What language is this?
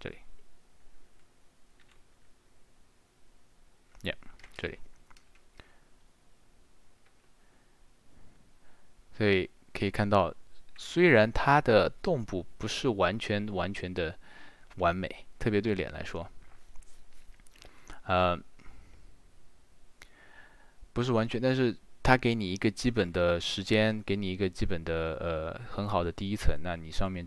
Chinese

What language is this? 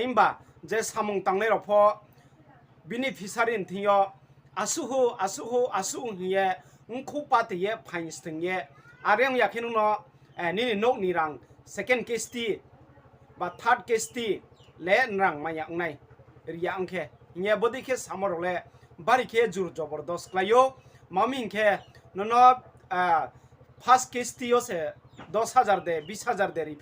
Riang (India)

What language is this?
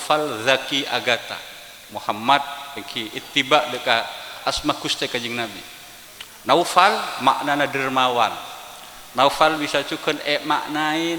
Madurese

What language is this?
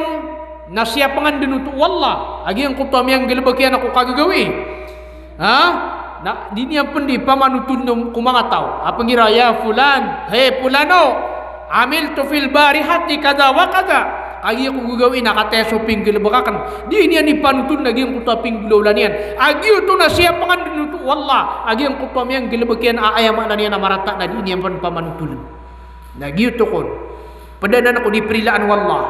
Maranao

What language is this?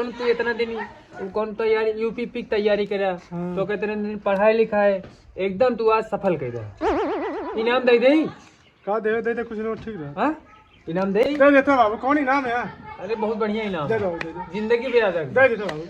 Awadhi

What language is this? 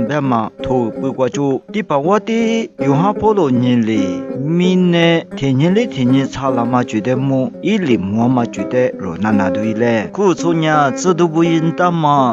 Lisu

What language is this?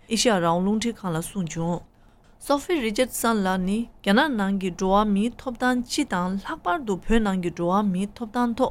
Tibetan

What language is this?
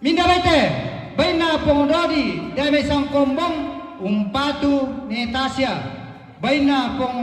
Toraja-Sa'dan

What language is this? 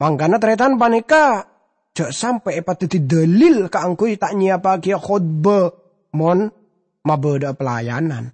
Madurese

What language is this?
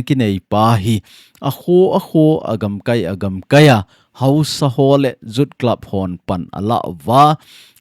Thado Chin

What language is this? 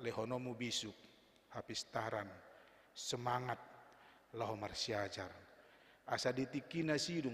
Batak Toba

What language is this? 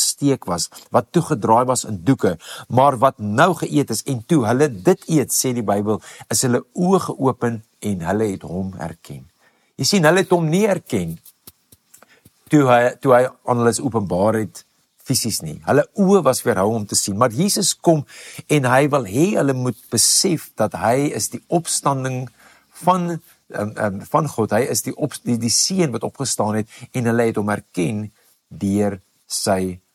Afrikaans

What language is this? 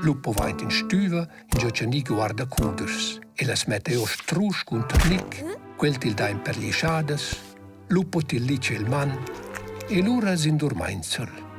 Romansh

